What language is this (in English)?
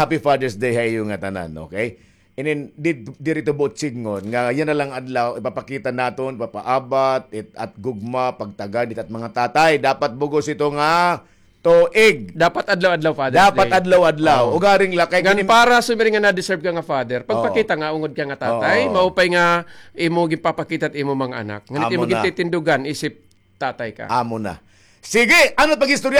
Waray